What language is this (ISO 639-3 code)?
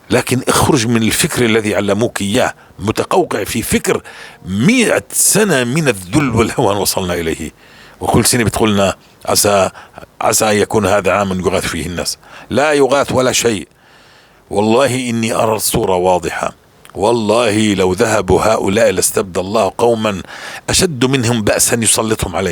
apc